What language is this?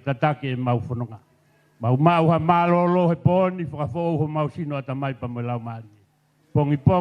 Tongan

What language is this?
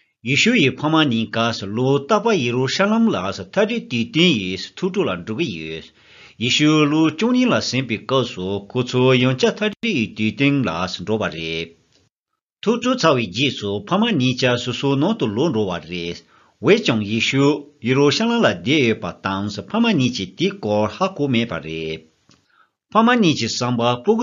Tibetan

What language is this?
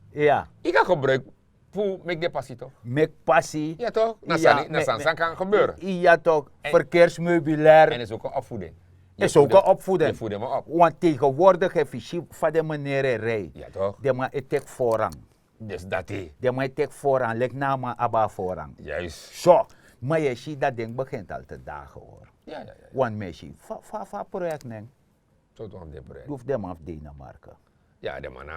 Sranan Tongo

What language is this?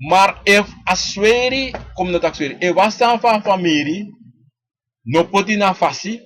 Sranan Tongo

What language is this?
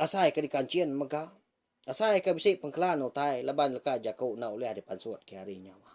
Iban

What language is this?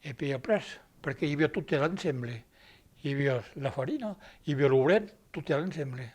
Occitan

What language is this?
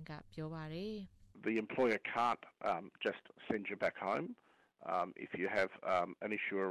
Burmese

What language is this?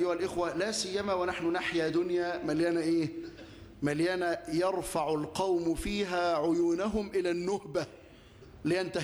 Egyptian Arabic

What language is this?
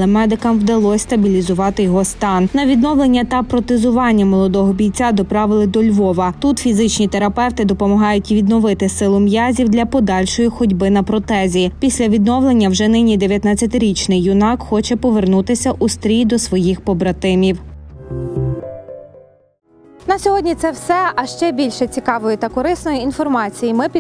Ukrainian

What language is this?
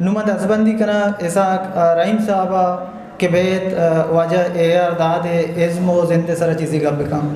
Eastern Balochi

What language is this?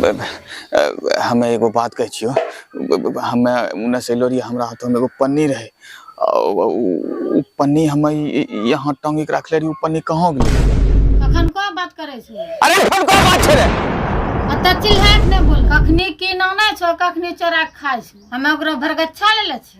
Angika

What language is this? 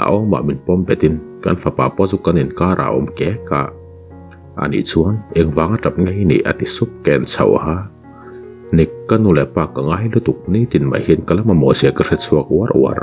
Mizo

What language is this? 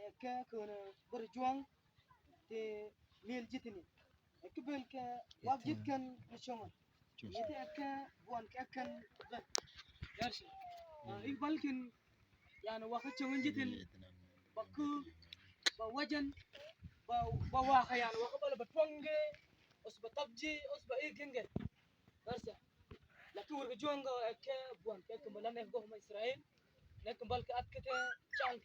Mabaan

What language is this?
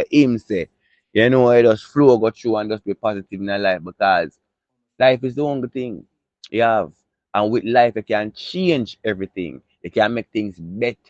Jamaican Creole English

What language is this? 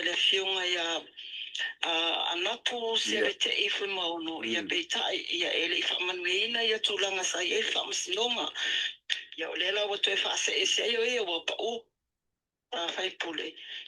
Samoan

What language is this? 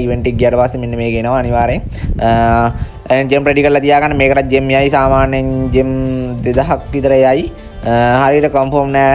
Sinhala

